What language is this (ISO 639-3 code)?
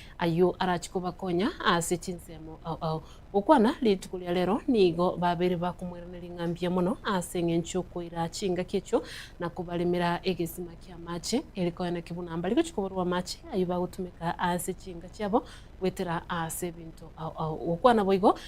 guz